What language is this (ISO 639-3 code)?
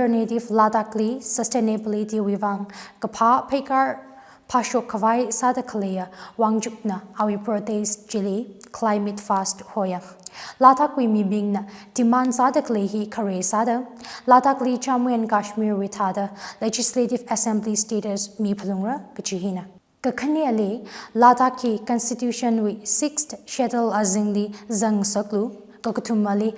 nmf